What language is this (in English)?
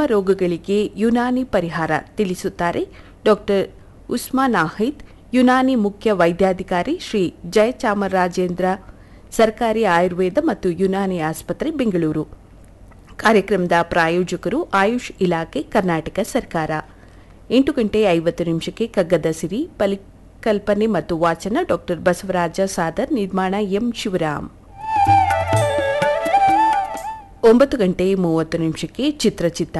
Kannada